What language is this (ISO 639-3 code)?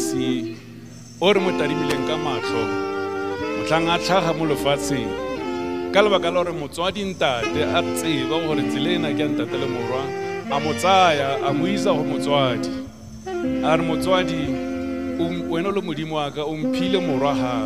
nso